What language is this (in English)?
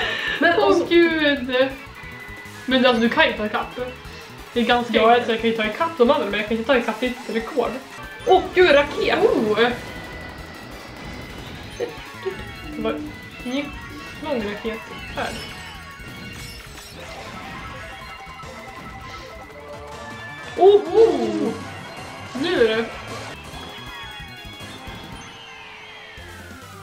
Swedish